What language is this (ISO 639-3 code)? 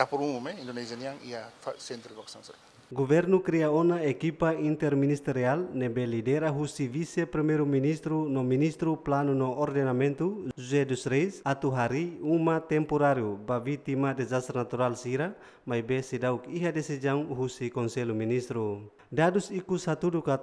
tet